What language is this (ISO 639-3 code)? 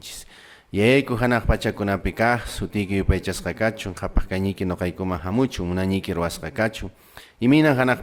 que